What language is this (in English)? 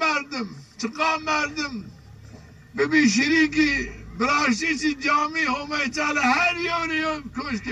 Zaza